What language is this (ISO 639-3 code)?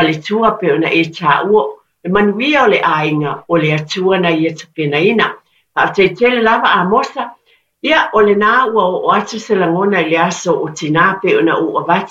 smo